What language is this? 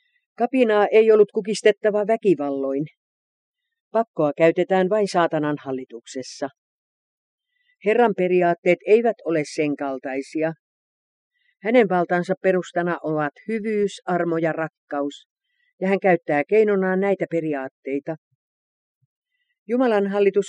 Finnish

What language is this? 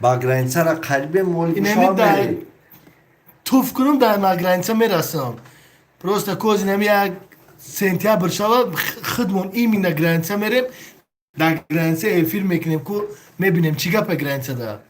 Tajik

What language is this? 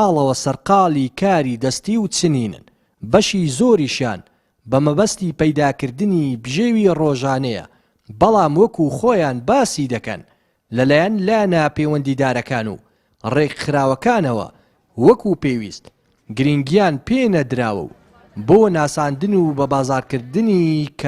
Central Kurdish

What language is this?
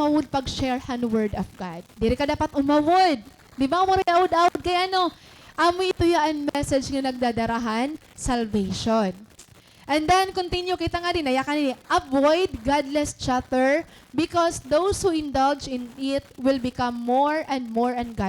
Waray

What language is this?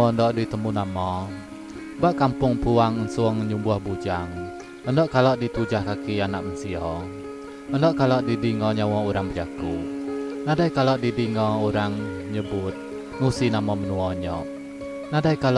Iban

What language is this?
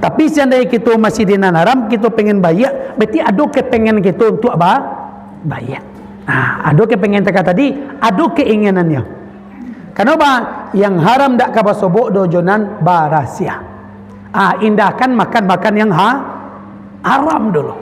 Minangkabau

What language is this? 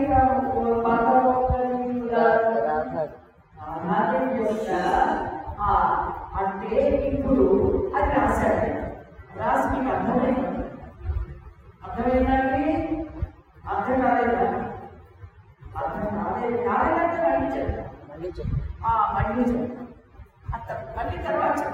Telugu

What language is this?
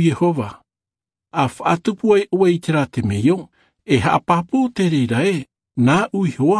Tahitian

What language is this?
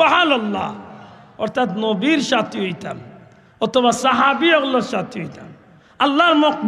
Sylheti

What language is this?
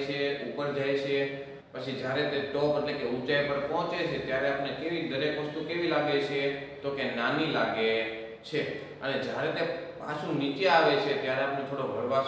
Gujarati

